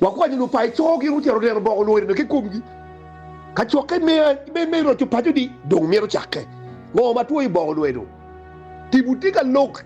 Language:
Acoli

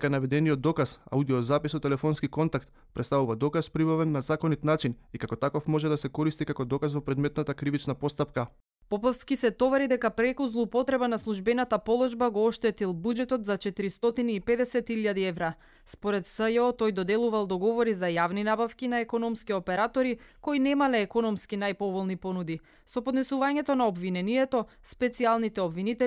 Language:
Macedonian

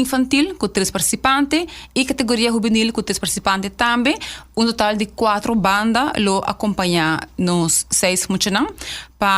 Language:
Papiamento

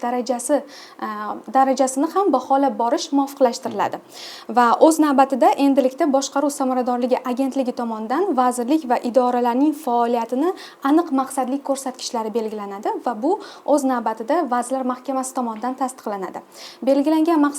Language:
Uzbek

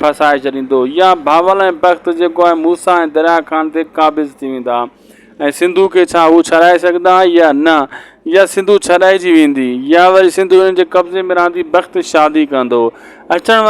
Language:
Sindhi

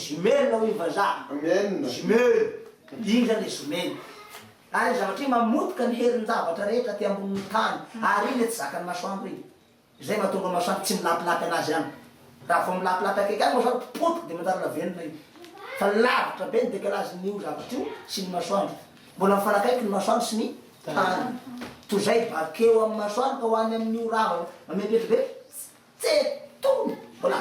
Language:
Malagasy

